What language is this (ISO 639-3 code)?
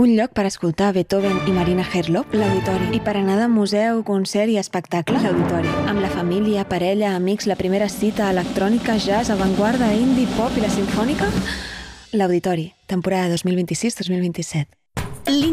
cat